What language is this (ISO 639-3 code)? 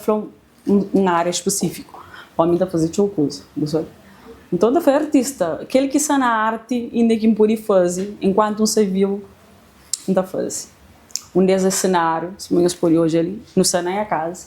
kea